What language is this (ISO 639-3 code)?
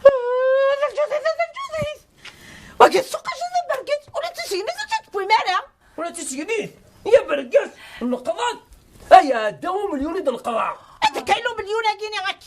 kab